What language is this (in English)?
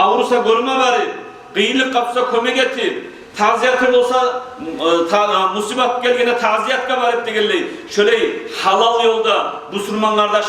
Kumyk